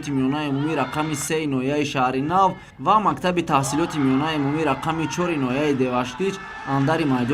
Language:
Tajik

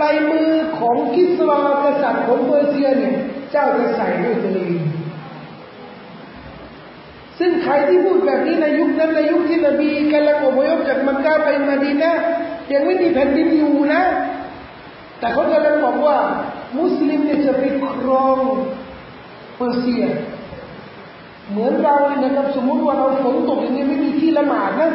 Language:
Thai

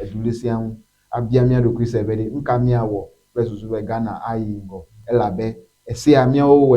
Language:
Ewe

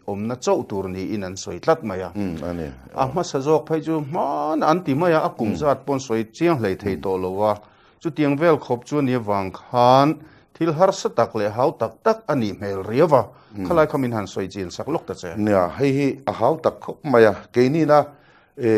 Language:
Mizo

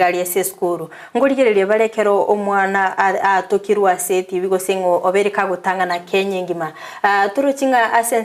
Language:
Gusii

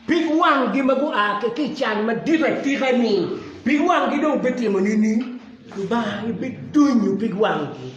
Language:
Acoli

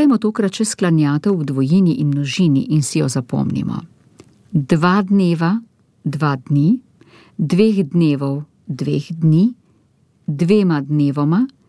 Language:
Slovenian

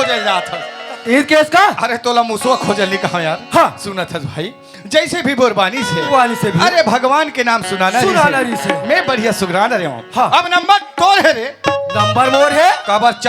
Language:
Chhattisgarhi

